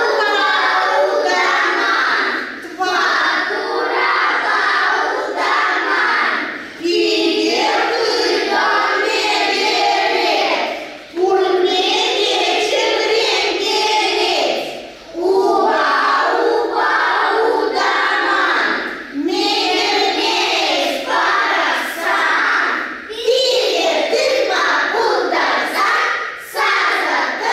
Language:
Chuvash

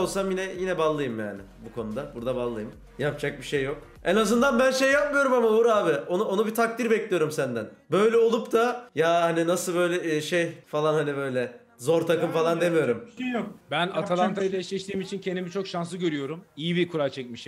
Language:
Turkish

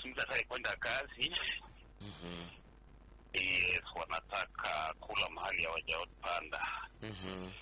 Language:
Swahili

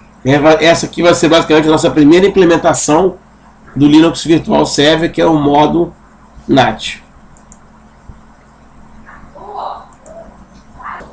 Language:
Portuguese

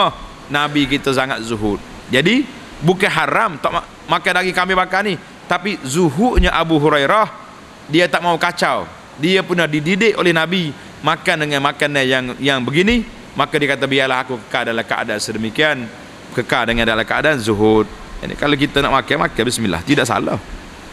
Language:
Malay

